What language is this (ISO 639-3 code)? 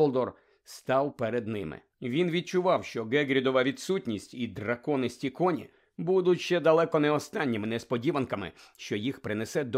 ukr